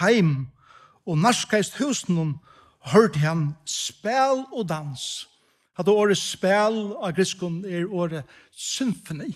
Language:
Faroese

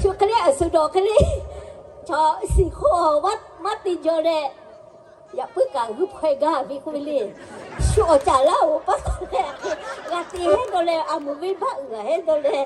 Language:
Lahu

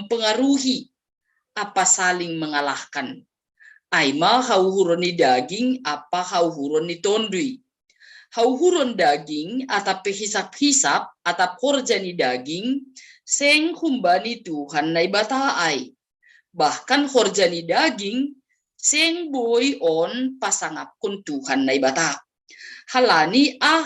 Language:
Batak Simalungun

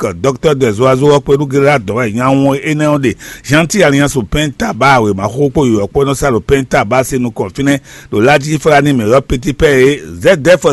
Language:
Fon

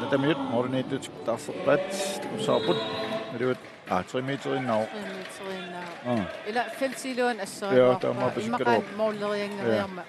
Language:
Kalaallisut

